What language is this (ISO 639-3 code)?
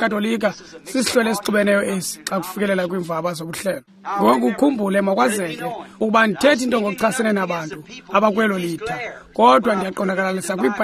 xho